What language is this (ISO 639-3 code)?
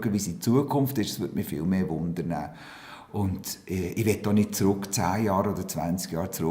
gsw